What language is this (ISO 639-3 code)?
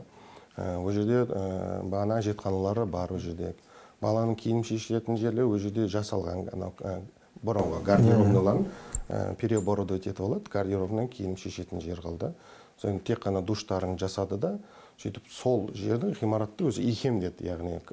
kaz